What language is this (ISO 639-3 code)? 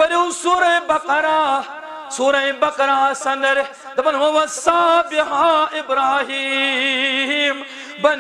kas